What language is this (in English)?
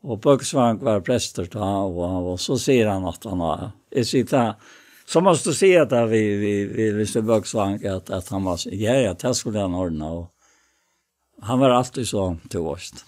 Faroese